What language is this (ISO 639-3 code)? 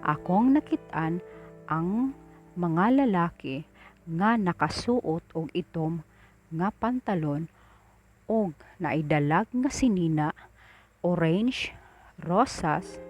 ceb